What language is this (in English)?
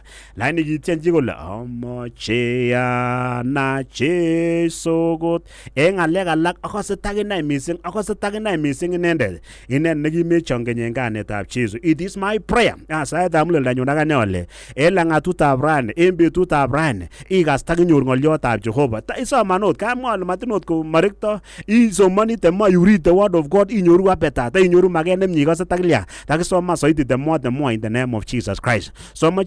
Kalenjin